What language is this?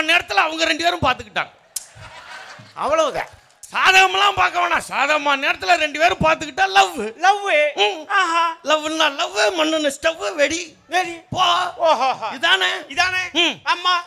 Tamil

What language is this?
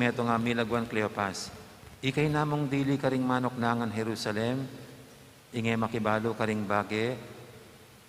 Pampanga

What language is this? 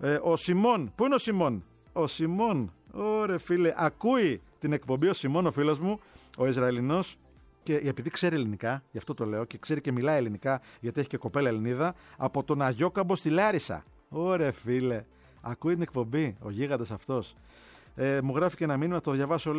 Greek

